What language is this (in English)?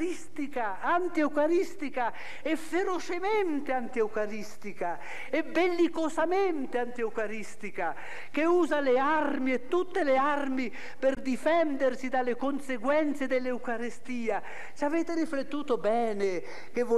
Italian